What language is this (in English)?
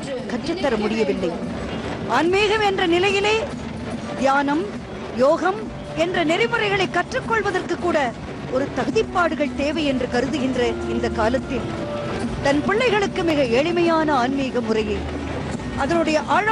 Tamil